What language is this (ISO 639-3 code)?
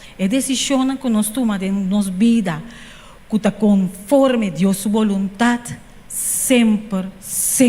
pap